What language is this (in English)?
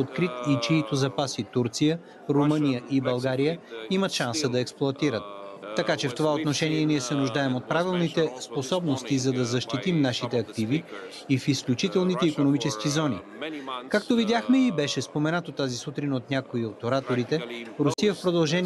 Bulgarian